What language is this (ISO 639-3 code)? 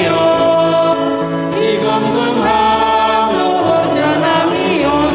bts